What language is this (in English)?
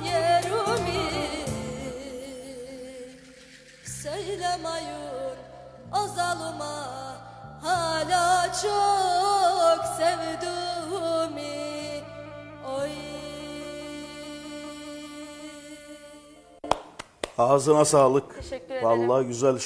Turkish